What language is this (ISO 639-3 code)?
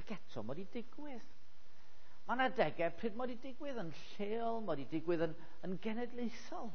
cym